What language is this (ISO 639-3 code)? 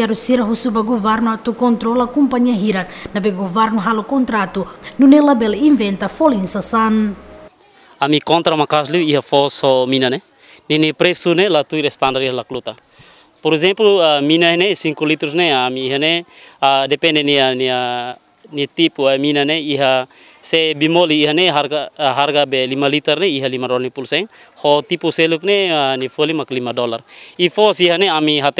tet